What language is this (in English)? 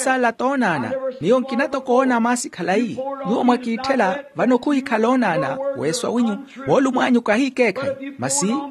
Makhuwa